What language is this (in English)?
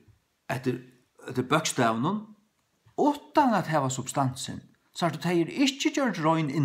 Faroese